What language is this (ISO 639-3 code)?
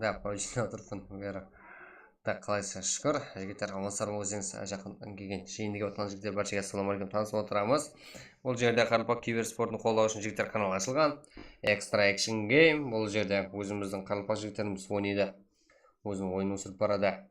kaa